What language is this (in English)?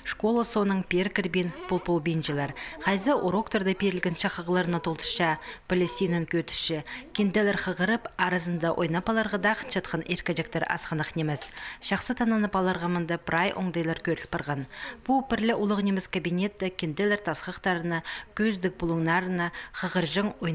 Khakas